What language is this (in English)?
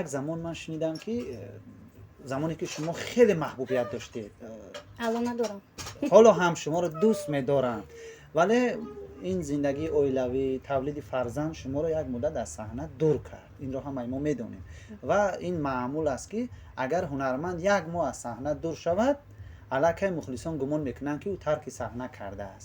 Tajik